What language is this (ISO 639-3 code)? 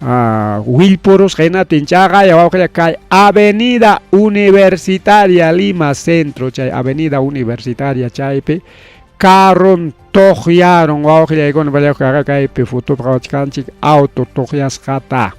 quy